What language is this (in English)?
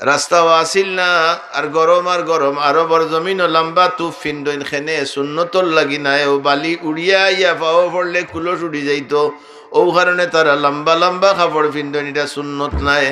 Sylheti